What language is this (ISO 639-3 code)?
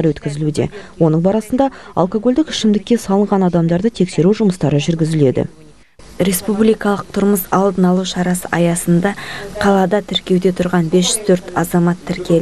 kaz